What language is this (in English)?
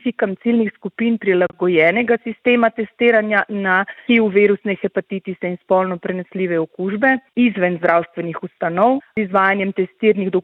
Slovenian